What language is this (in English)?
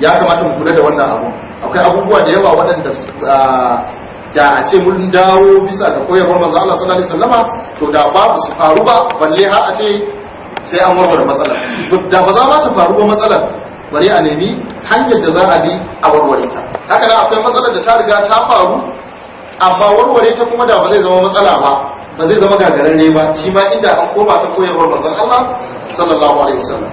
Hausa